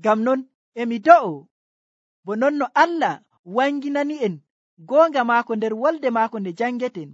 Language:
Nigerian Fulfulde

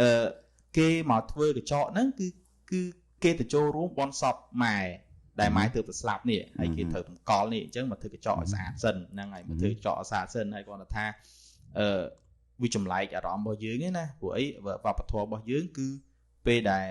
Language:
Khmer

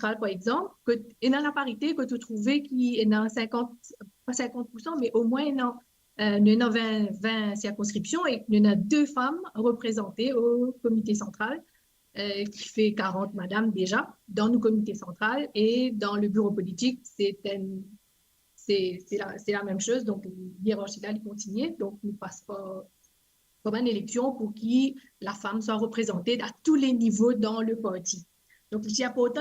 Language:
Morisyen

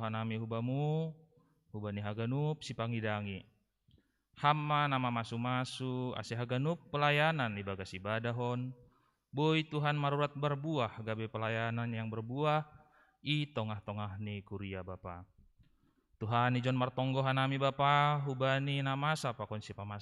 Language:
Batak Simalungun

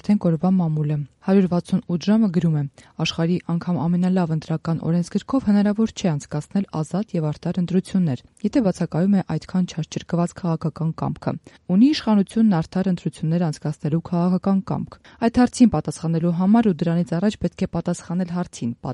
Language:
Armenian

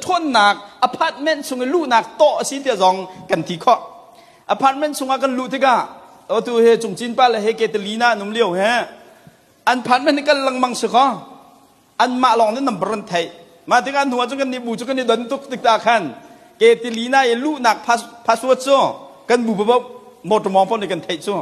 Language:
Hakha Chin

